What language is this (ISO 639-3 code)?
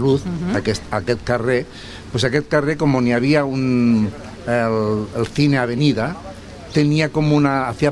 cat